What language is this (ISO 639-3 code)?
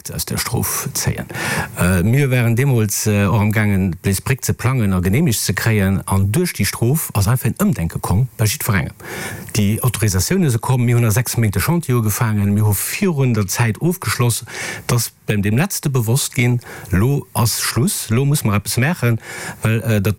ltz